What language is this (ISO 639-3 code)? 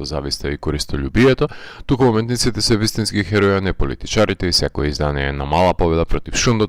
mkd